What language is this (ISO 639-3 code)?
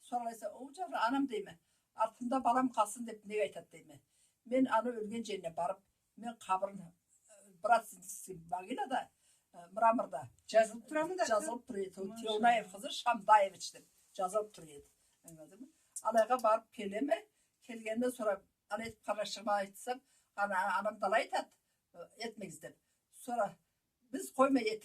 krc